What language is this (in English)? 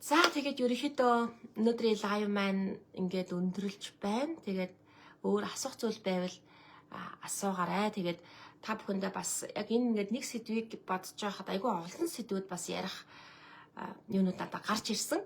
Mongolian